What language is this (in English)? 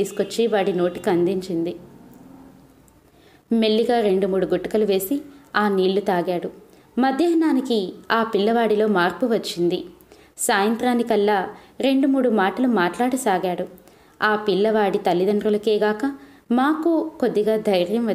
Telugu